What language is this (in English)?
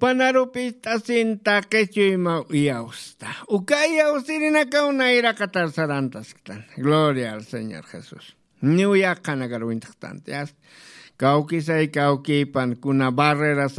Aymara